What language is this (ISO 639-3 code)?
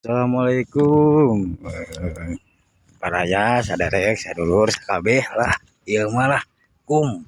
sun